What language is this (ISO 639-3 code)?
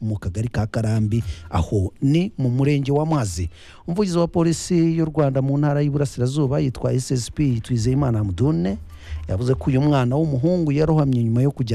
kin